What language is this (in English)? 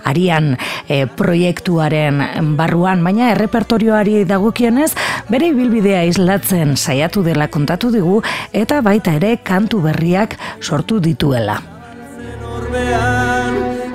Basque